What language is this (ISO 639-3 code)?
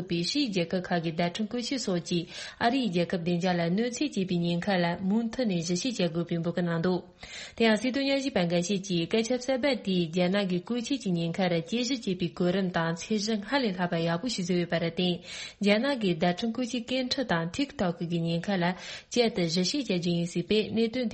bod